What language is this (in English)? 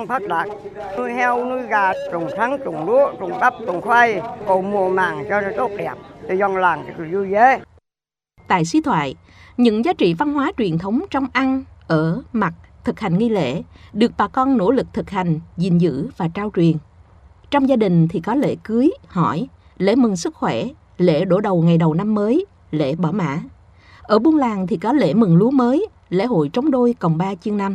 Vietnamese